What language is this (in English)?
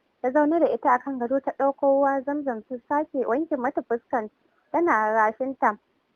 Hausa